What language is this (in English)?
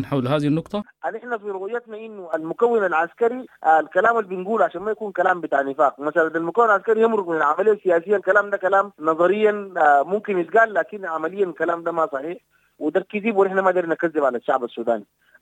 Sudanese Arabic